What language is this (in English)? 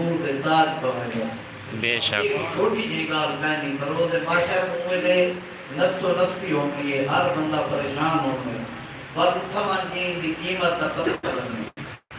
Saraiki